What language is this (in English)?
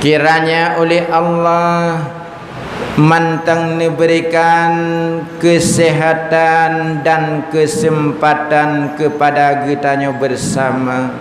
Achinese